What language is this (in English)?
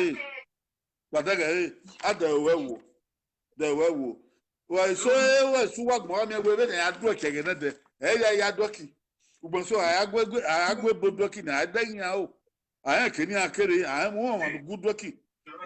Bini